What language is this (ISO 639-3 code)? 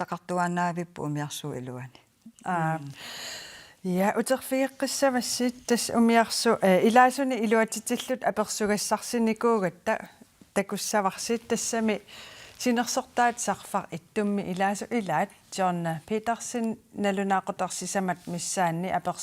kal